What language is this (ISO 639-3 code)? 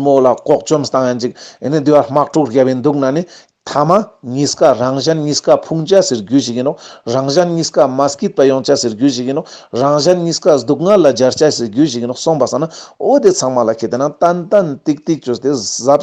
lbj